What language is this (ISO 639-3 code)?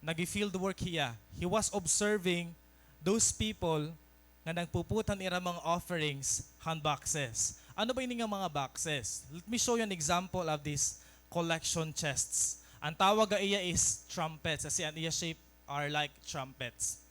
war